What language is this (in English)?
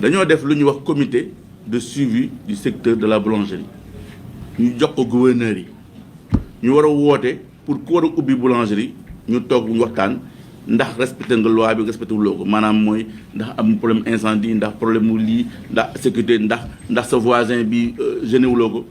Wolof